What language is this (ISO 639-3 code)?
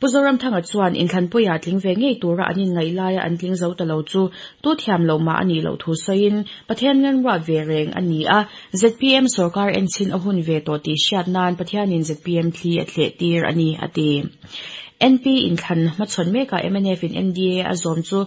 lus